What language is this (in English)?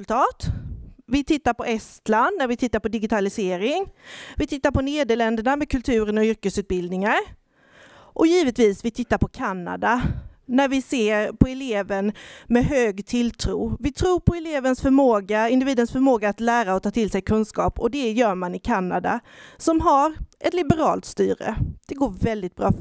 Swedish